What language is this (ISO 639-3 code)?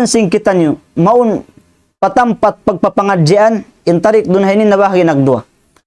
tsg